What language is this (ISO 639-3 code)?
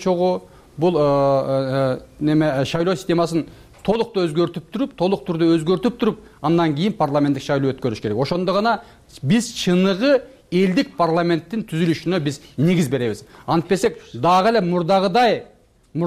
kir